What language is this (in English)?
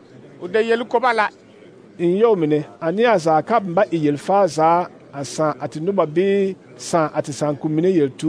Southern Dagaare